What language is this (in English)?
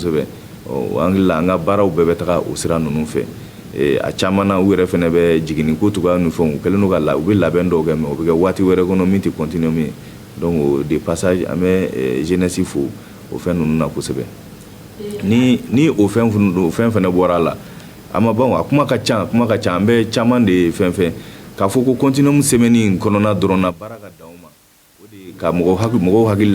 Bambara